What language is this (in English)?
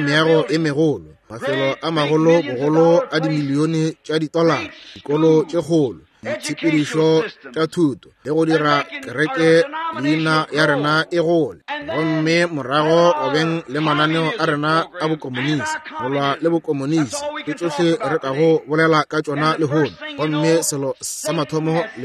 Northern Sotho